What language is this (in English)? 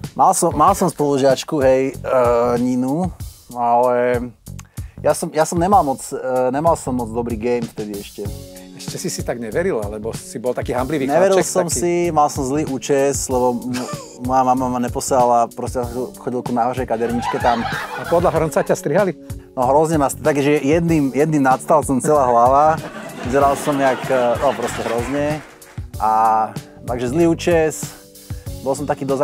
Slovak